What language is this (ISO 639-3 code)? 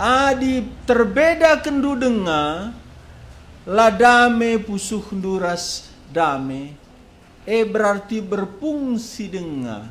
btx